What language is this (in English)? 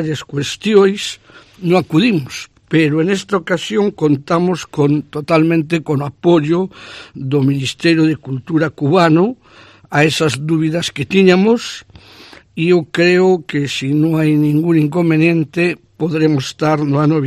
Galician